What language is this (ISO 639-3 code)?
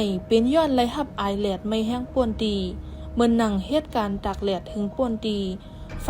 shn